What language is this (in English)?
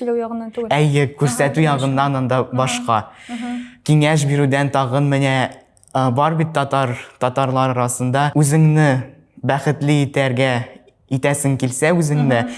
Tatar